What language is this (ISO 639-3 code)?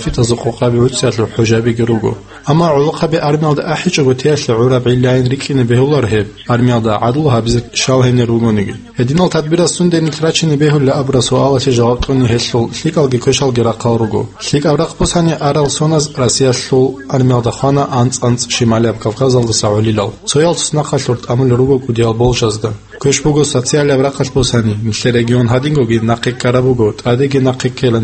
ava